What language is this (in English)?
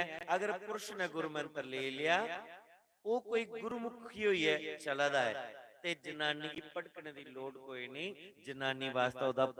Dogri